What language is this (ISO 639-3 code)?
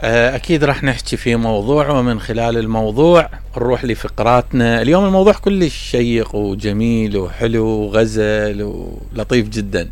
acm